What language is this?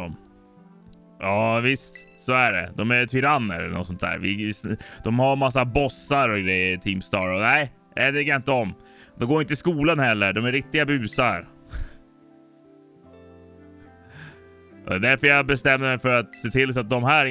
Swedish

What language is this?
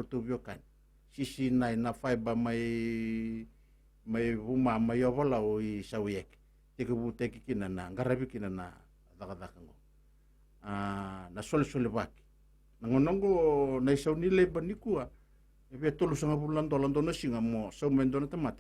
Fijian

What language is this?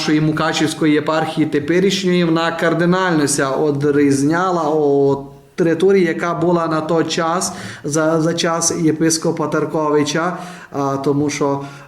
Rusyn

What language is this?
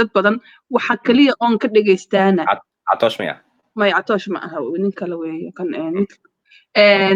Somali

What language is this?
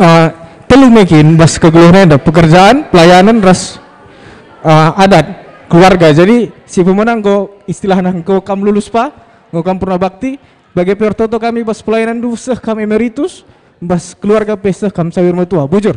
Batak Karo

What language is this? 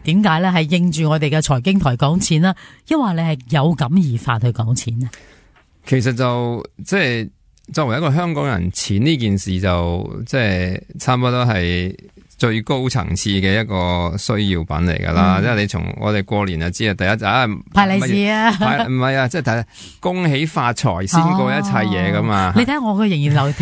Cantonese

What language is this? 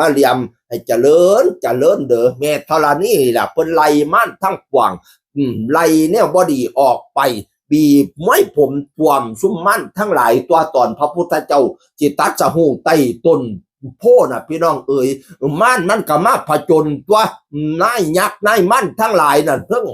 Northeastern Thai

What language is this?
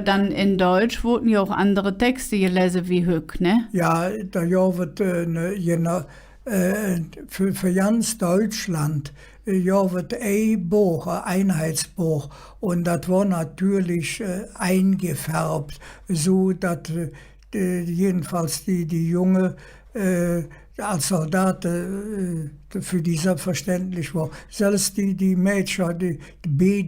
Colognian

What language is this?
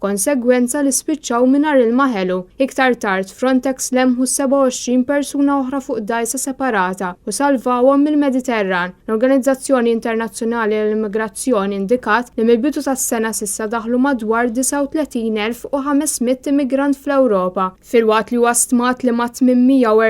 Maltese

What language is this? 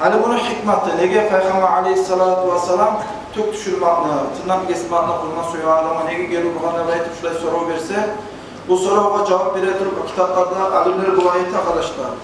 Kumyk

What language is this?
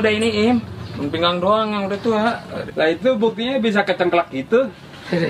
Betawi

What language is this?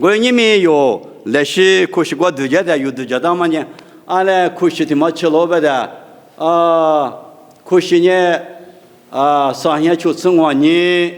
Lisu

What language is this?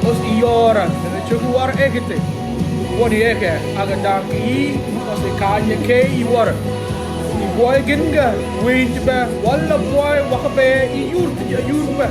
Mabaan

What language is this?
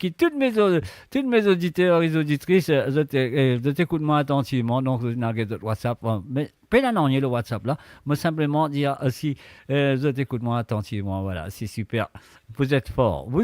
Morisyen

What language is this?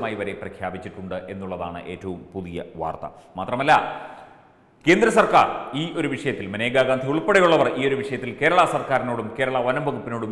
Malayalam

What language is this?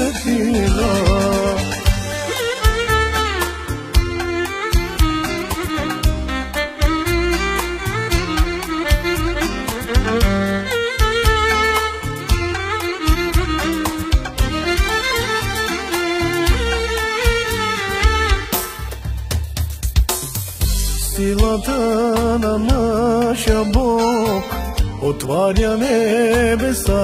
Bulgarian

